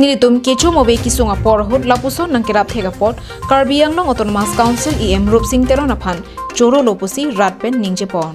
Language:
Karbi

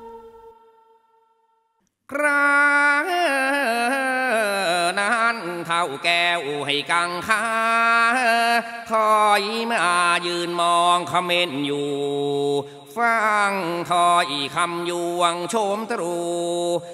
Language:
Thai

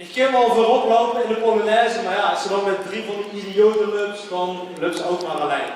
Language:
Limburgish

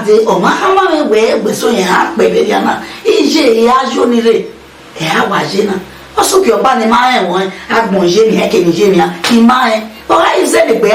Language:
Bini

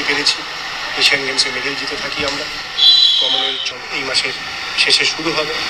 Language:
Bangla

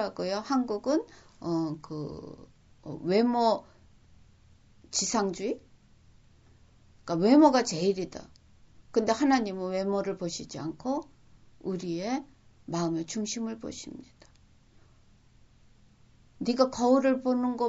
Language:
Korean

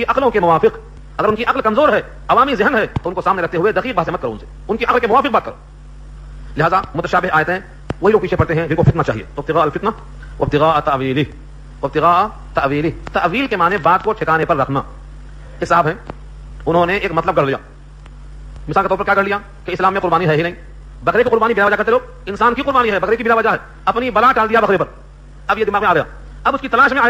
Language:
Urdu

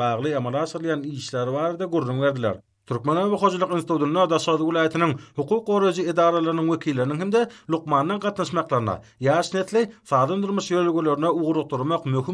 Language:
Turkmen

